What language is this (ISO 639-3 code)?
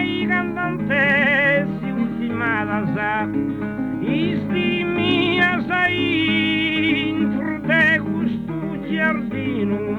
srd